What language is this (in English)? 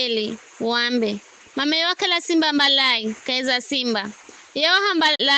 Giryama